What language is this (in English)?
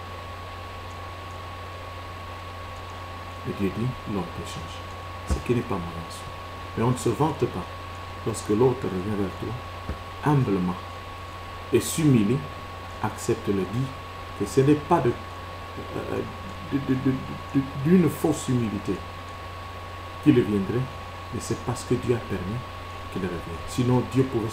French